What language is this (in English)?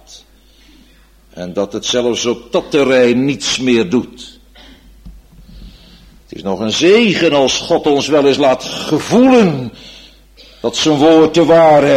Dutch